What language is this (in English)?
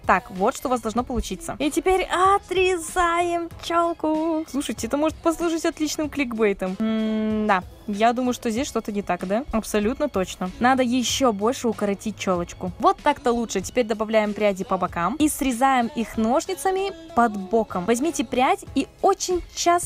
Russian